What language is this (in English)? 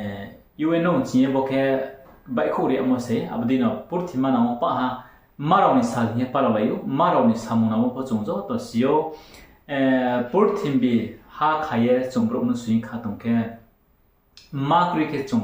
Riang (India)